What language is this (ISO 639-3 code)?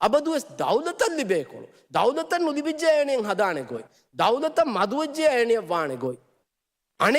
div